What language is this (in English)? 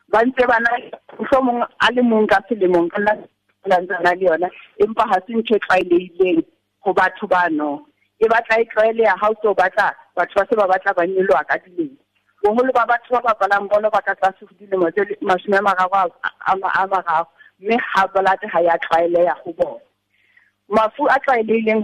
Southern Sotho